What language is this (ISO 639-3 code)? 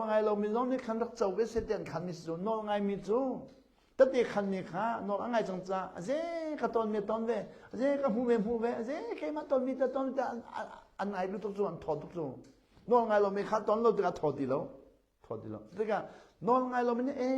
cnh